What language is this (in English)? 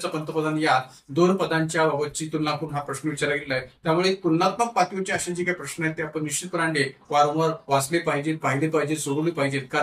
Marathi